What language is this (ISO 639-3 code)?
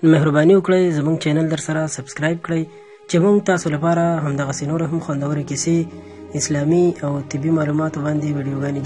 pus